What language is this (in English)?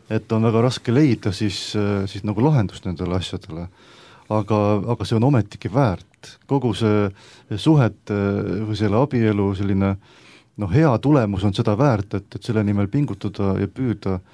Estonian